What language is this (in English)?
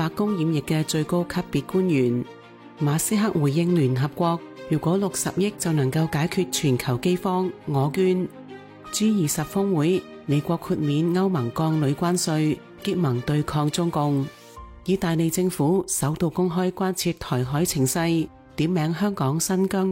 Cantonese